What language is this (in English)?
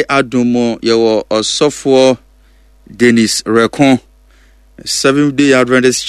Akan